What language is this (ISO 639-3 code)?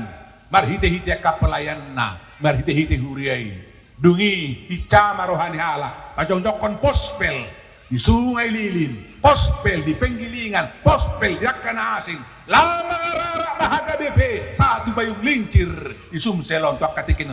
bbc